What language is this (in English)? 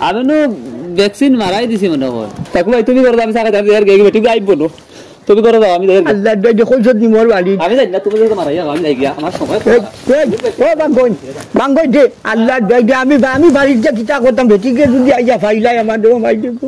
Sylheti